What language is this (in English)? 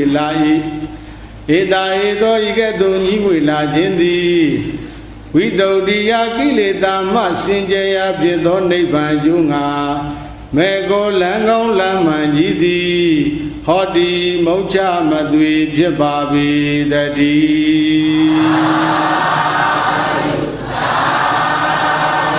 Burmese